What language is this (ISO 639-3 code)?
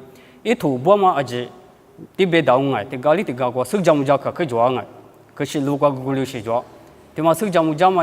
lis